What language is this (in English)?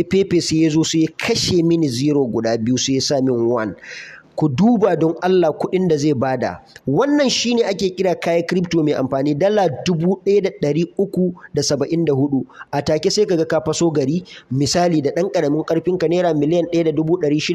Hausa